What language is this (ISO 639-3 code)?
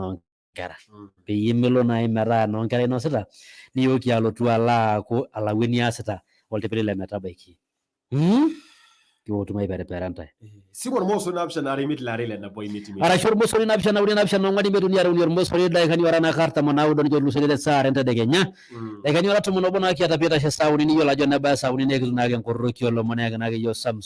mas